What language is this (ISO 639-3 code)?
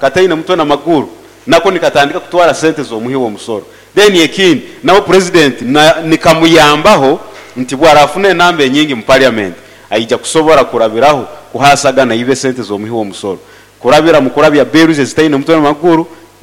nyo